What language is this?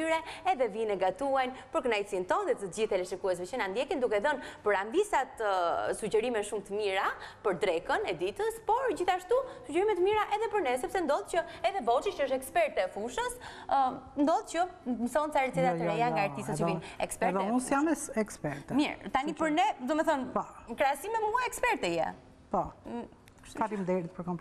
Albanian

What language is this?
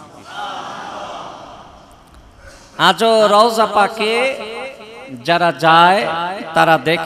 Bangla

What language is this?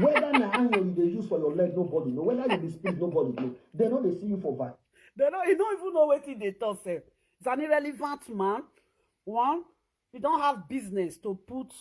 Nigerian Pidgin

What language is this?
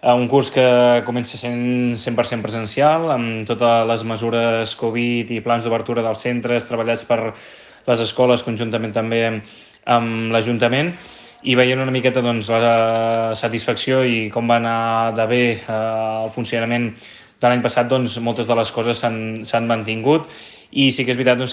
Catalan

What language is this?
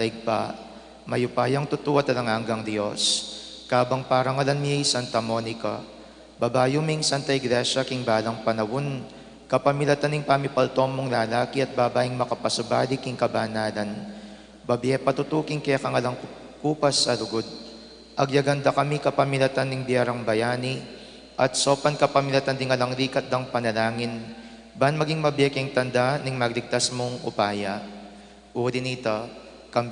Pampanga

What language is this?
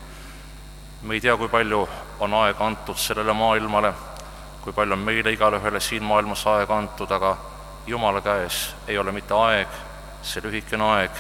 Estonian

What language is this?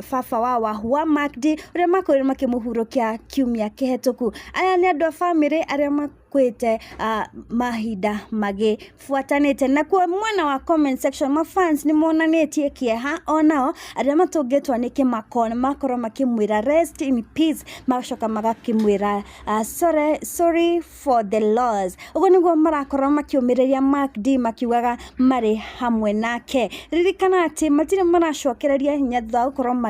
Kikuyu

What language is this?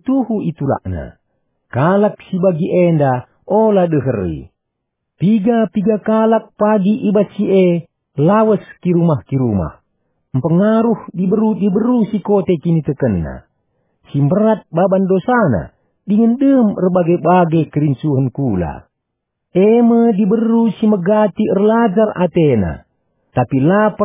Batak Karo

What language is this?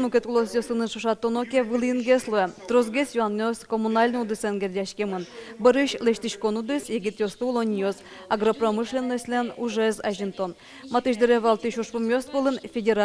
Udmurt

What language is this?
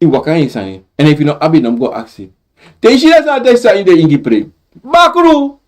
Sranan Tongo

